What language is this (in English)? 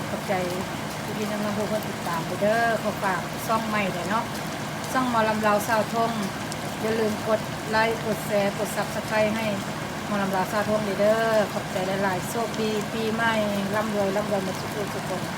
Lao